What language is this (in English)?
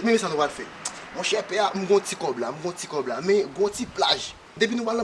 Haitian Creole